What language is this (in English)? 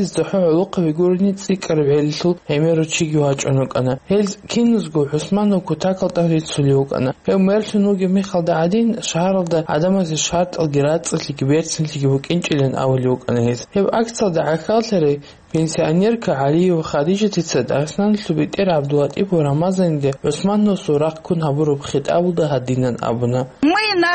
Avaric